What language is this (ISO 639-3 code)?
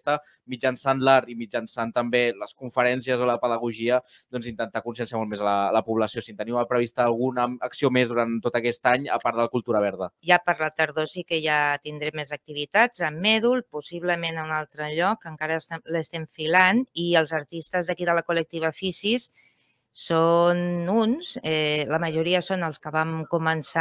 cat